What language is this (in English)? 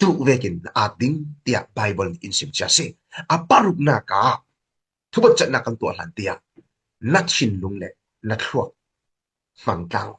Falam Chin